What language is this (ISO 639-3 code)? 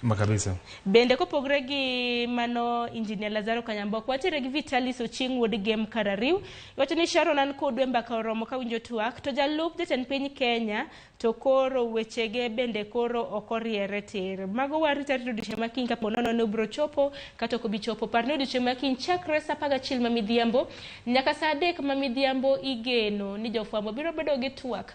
luo